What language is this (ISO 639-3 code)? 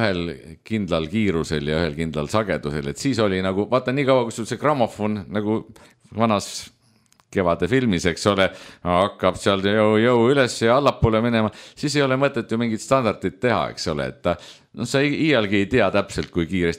est